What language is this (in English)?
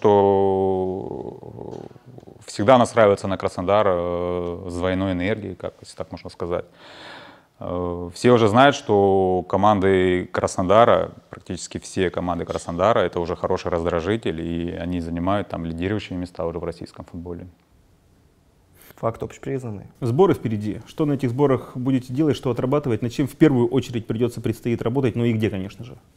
Russian